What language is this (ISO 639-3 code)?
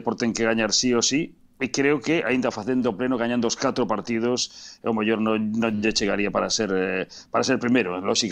glg